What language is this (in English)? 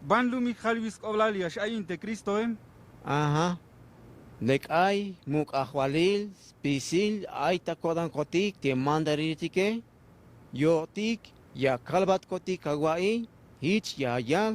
Tzeltal